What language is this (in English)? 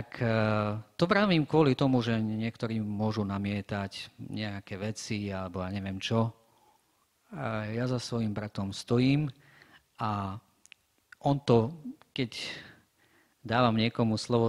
Slovak